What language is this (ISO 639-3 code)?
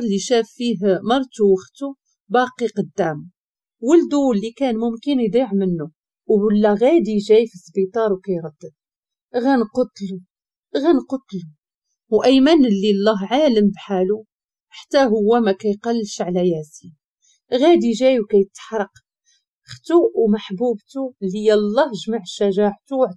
ary